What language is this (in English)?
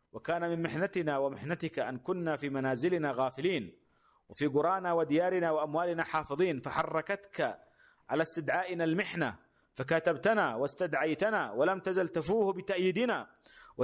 Arabic